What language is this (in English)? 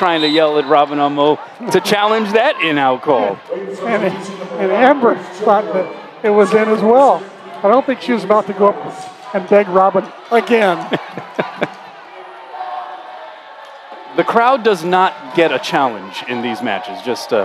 English